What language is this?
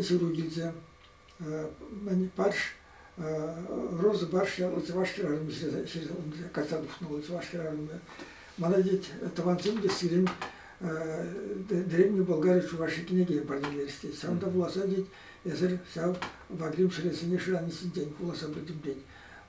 Chuvash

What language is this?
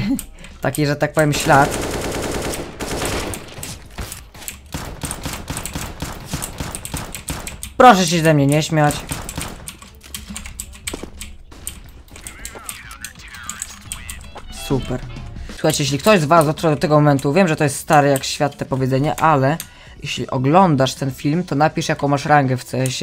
Polish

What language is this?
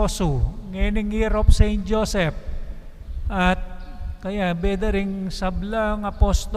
Pampanga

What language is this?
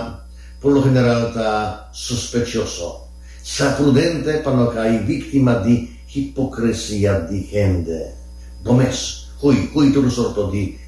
Papiamento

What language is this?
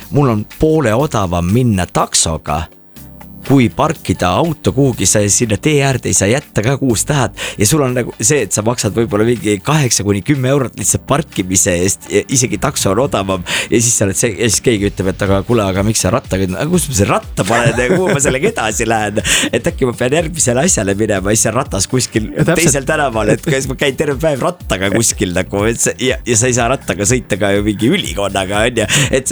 Estonian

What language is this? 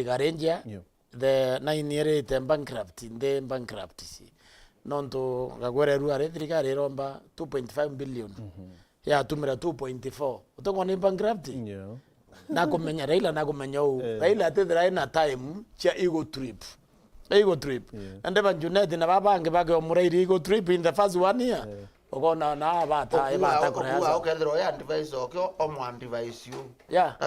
Meru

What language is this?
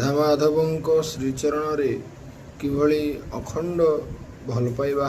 Odia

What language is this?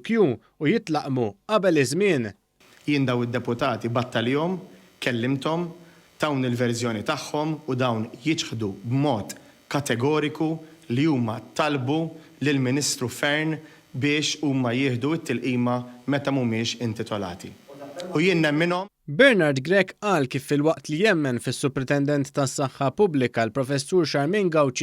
Maltese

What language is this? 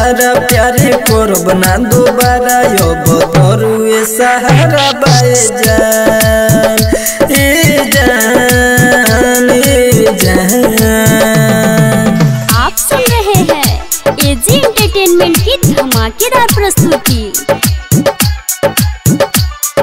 Bhojpuri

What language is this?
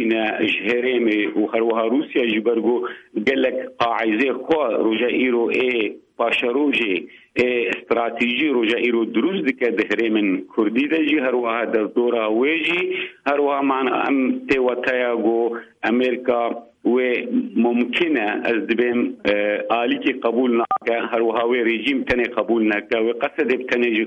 Kurdish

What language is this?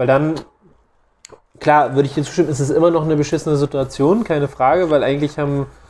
German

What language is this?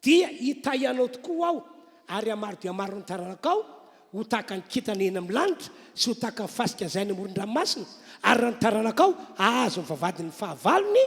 Malagasy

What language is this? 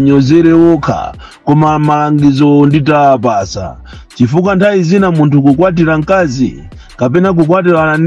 Nyanja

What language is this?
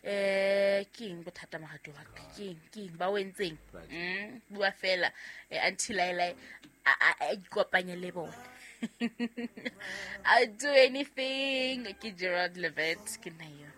Southern Sotho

